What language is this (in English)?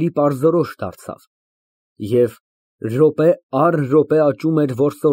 Armenian